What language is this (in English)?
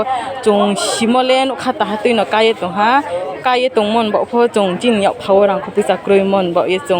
Riang (India)